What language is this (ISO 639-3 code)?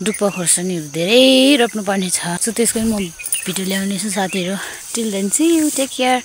nep